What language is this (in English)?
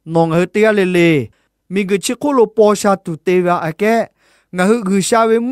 Lahu